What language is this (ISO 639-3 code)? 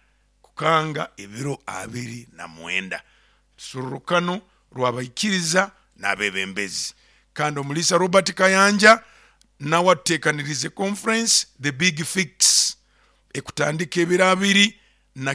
nyo